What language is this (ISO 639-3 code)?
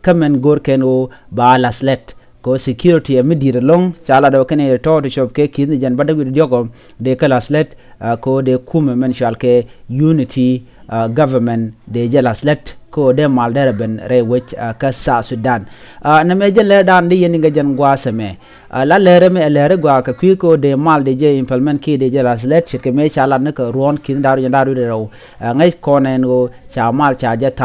nus